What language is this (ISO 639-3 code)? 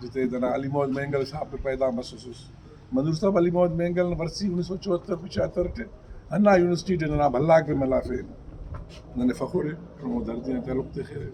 brh